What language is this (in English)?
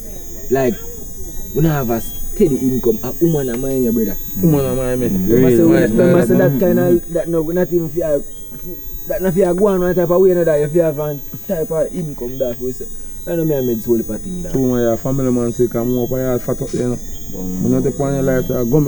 Jamaican Creole English